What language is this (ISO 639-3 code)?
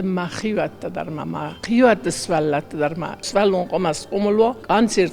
oss